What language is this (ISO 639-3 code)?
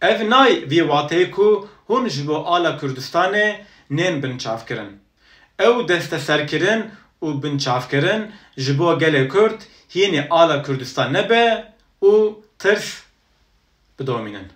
kur